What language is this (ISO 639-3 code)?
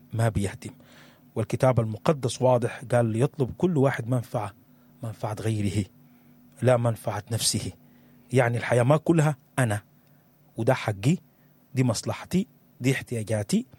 apd